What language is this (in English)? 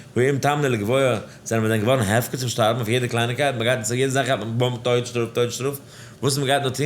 Yiddish